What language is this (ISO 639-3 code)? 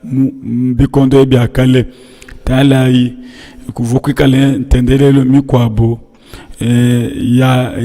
lua